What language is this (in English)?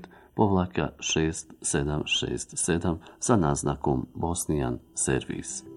Bosnian